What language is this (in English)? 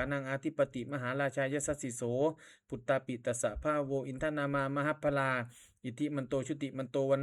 Pali